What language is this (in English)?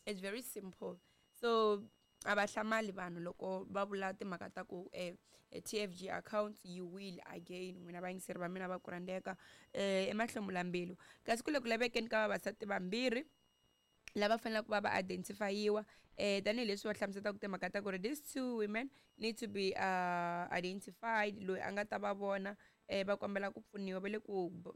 Tsonga